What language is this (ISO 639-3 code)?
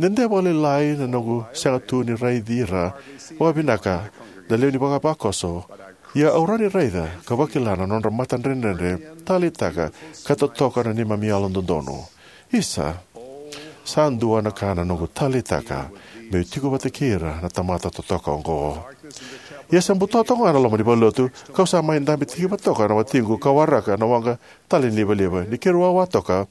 fij